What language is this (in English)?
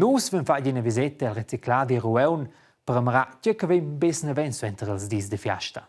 Romansh